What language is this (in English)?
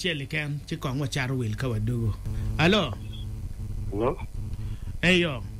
Acoli